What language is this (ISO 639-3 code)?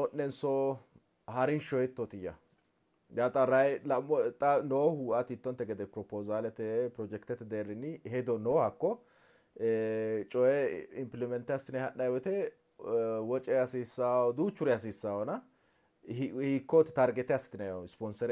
sid